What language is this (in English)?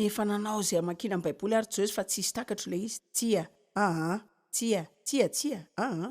Malagasy